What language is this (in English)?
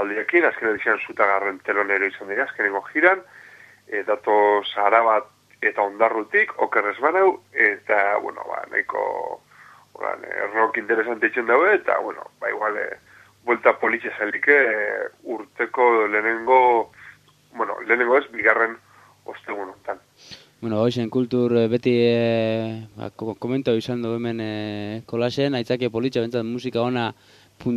Basque